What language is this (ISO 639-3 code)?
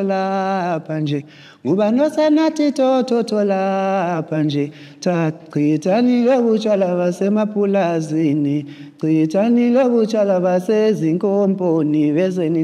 zul